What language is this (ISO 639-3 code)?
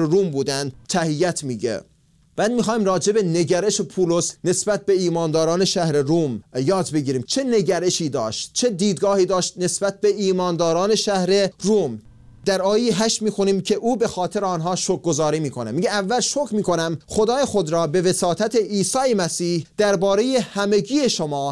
fas